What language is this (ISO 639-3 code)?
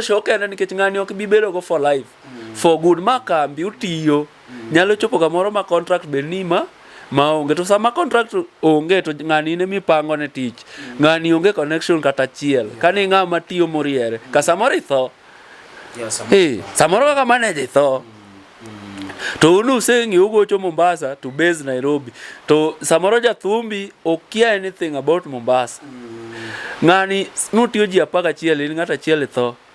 luo